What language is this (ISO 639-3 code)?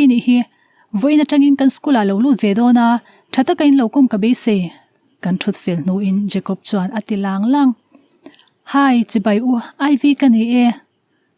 lus